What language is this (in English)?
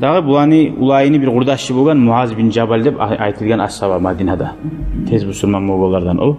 Kumyk